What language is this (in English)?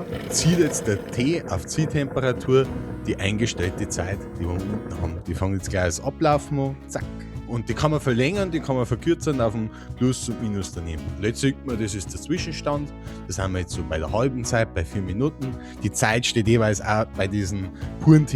Bavarian